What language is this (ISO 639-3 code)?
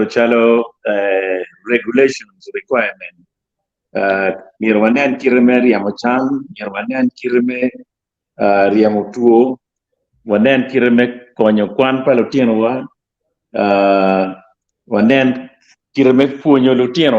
ach